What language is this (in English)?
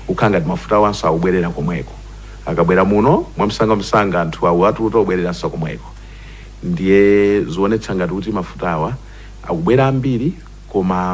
Nyanja